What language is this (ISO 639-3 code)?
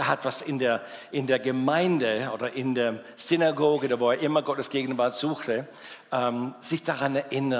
gsw